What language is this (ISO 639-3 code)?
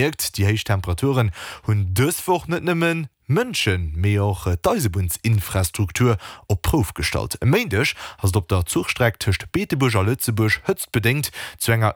ltz